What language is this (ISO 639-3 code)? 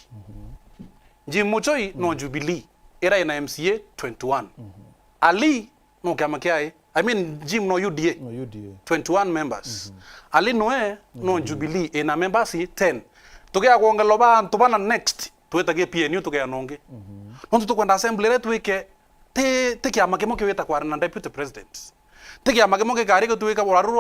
mer